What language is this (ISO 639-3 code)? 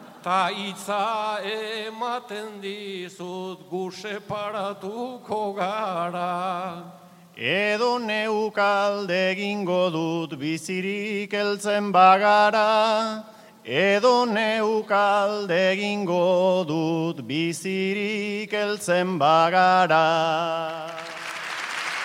eus